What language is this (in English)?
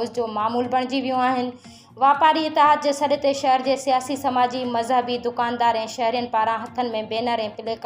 Sindhi